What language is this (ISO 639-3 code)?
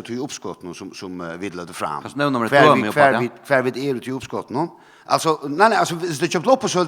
fao